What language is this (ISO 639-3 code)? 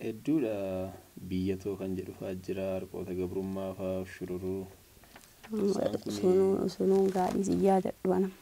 orm